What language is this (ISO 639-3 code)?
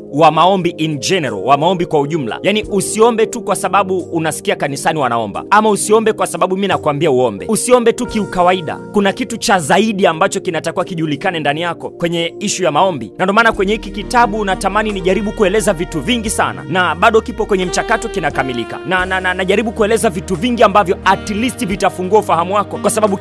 swa